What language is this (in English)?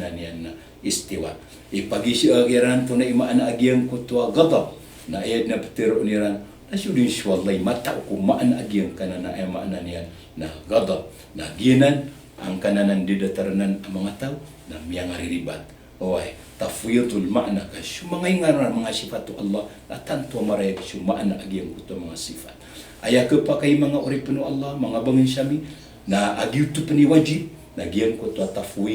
Maranao